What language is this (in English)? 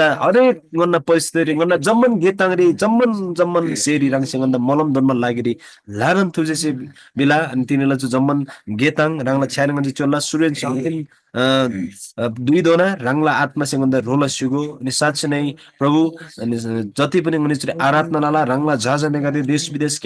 Eastern Tamang